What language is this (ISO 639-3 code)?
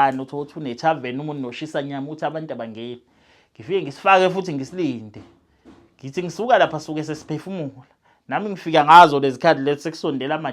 zul